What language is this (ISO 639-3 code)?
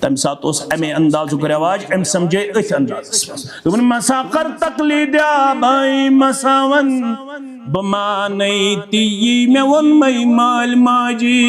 kas